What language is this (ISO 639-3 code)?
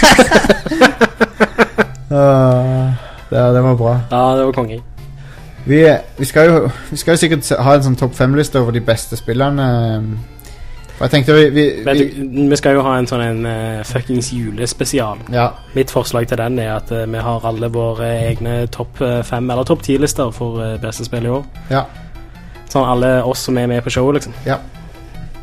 nor